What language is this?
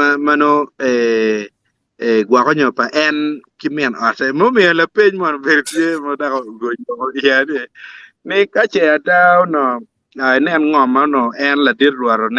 Acoli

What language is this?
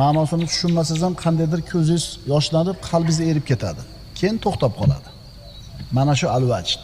Uzbek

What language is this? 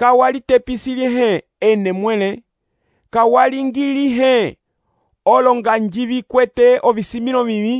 Umbundu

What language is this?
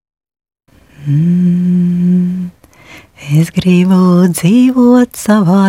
Finnish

